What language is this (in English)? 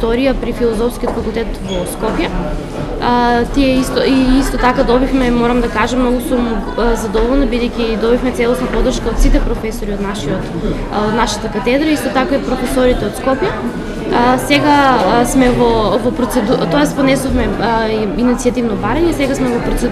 Macedonian